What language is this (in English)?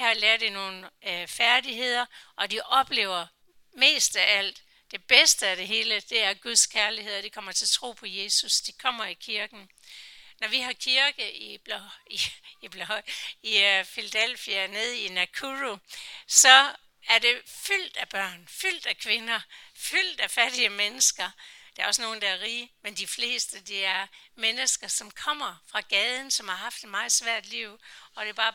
Danish